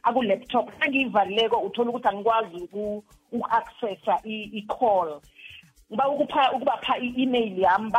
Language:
South Ndebele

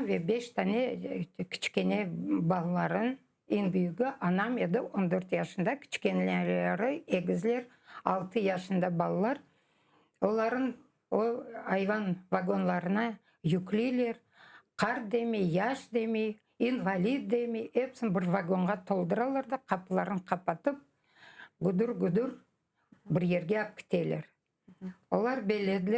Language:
Crimean Tatar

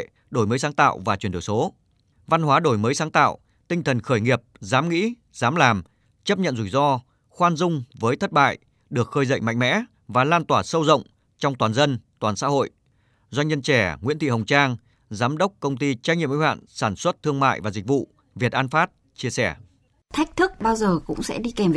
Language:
Vietnamese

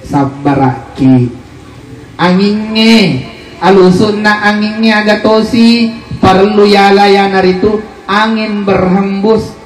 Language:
Buginese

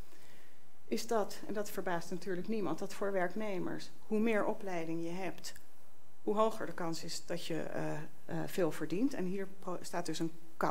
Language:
Dutch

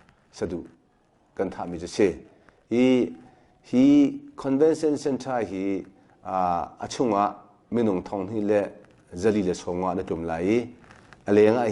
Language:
Hakha Chin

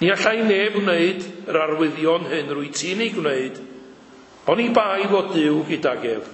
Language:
Welsh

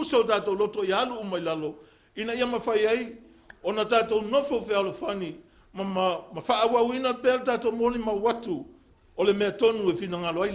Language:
Samoan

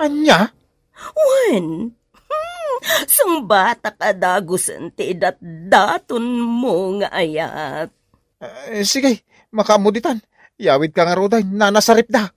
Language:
Iloko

